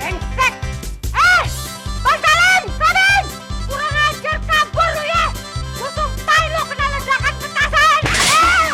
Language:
Betawi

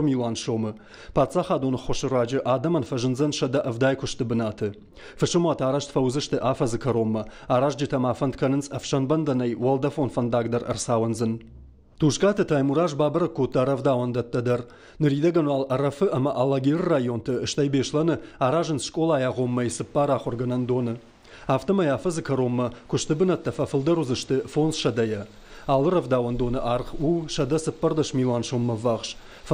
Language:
Ossetic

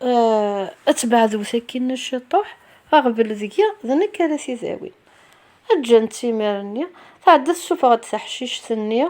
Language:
Kabyle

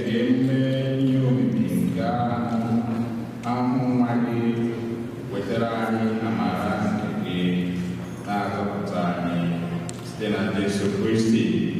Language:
Igbo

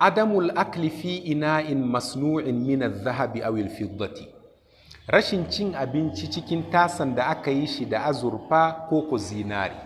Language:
Hausa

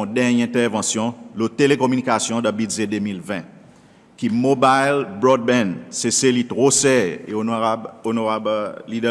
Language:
Seselwa Creole French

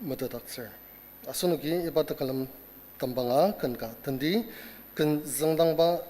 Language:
Ao Naga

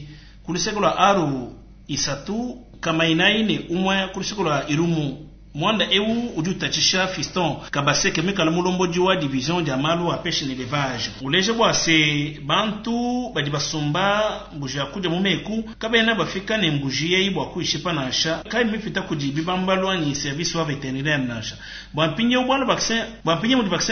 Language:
Luba-Lulua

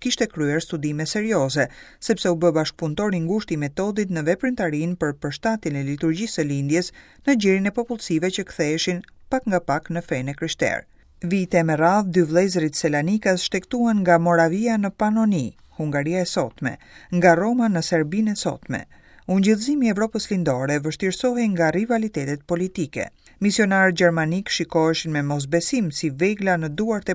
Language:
Albanian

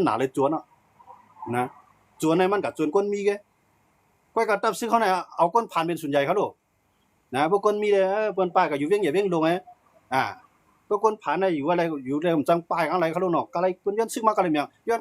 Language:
Shan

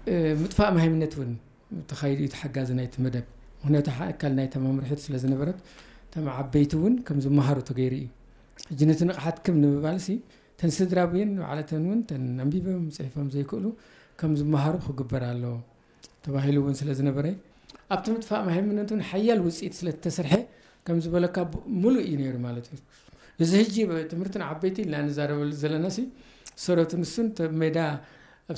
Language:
Tigrinya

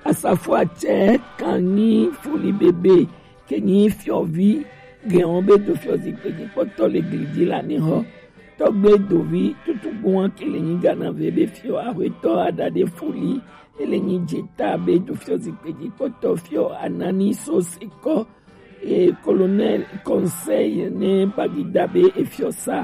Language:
Gen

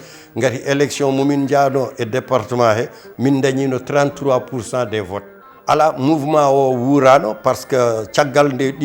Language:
Fula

